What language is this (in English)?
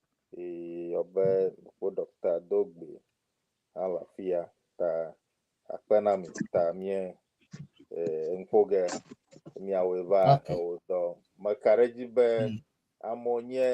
Ewe